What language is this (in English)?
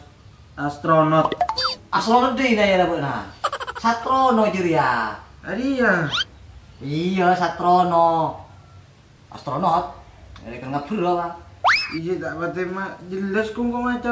Madurese